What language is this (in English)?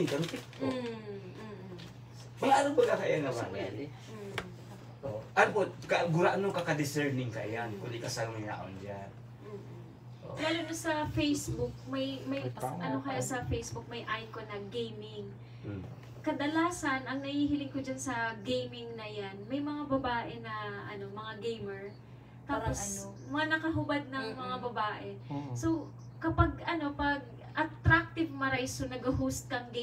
Bikol